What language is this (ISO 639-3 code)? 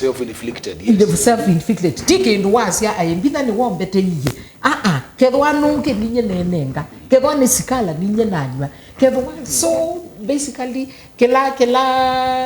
kam